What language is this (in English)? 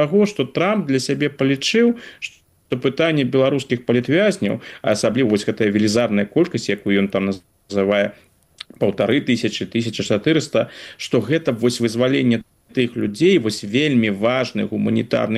Belarusian